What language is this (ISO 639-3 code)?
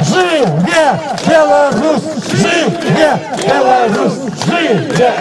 bel